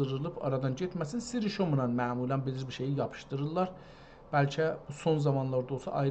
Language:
South Azerbaijani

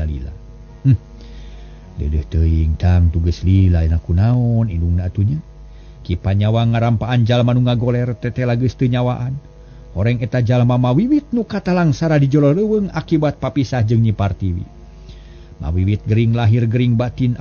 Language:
Sundanese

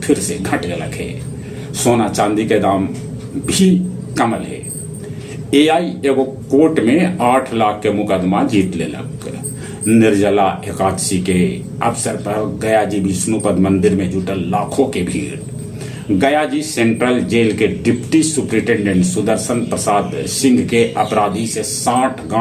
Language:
Magahi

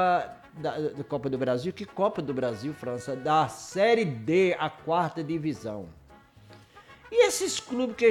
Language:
Portuguese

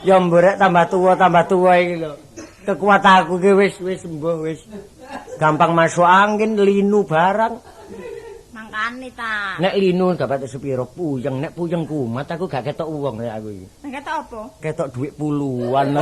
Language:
Javanese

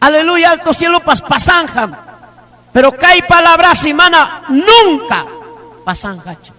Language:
Ayacucho Quechua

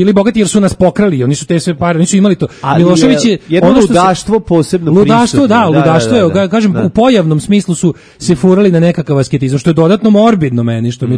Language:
Serbian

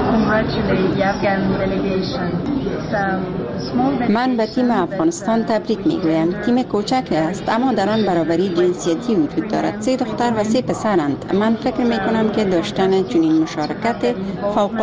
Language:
Persian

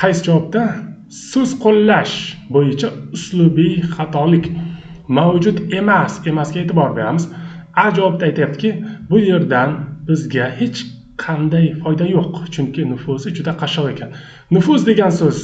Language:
Uzbek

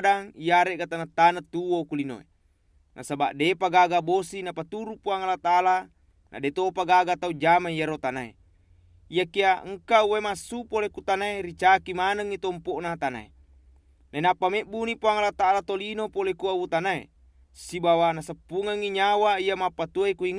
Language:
Buginese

